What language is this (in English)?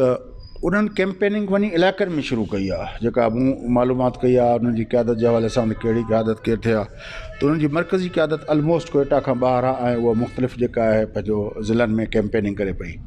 Sindhi